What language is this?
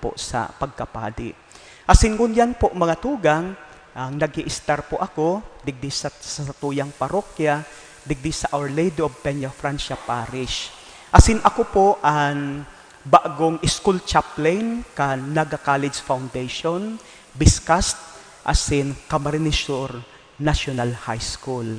Bikol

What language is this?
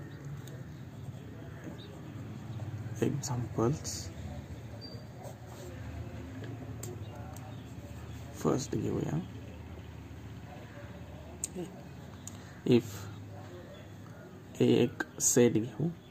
Marathi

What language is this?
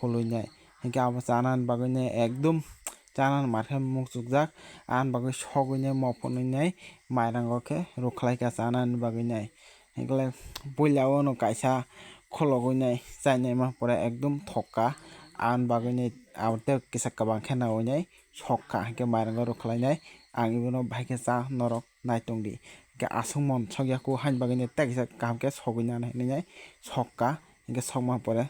Kok Borok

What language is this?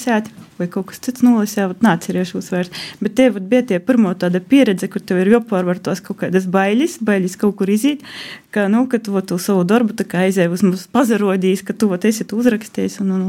Latvian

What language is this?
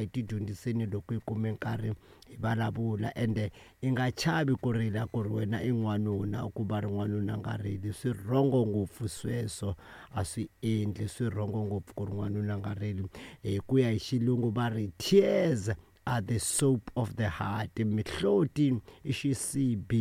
Tsonga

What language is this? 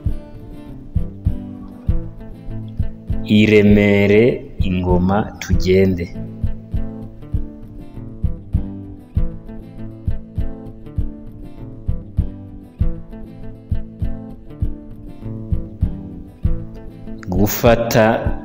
Kinyarwanda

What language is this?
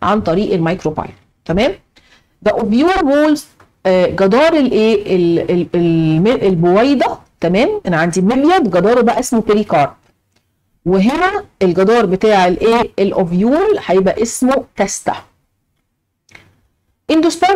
Egyptian Arabic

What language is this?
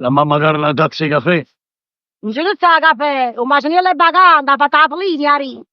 Neapolitan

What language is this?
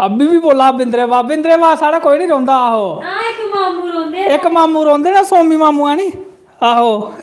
Dogri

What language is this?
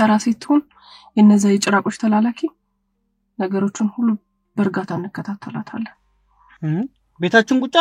Amharic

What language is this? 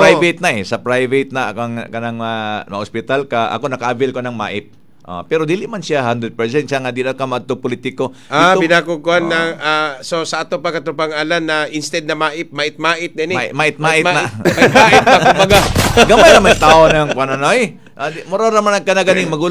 Cebuano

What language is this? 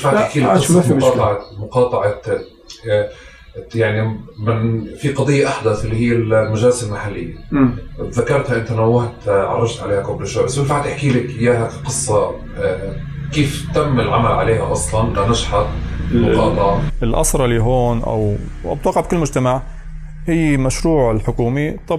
North Levantine Arabic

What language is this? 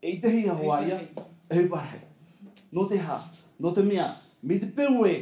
Tahitian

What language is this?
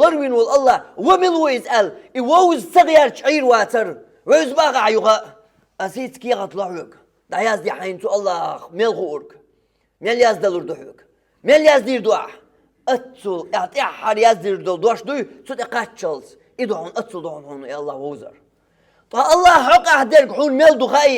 Chechen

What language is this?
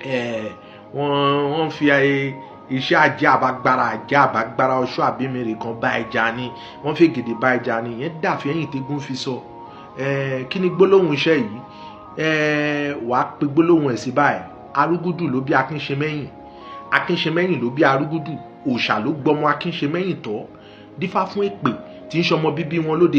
Yoruba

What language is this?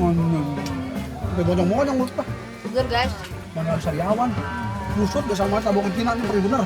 Betawi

